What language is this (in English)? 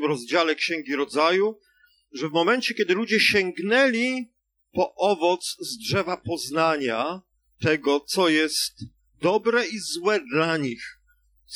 Polish